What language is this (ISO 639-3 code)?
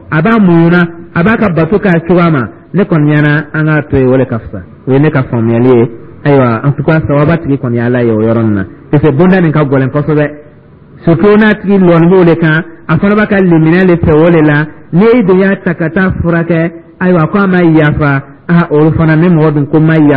dyu